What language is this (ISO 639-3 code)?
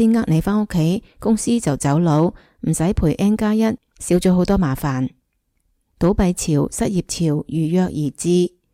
yue